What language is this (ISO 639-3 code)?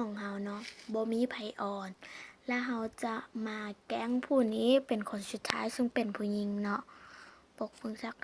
lao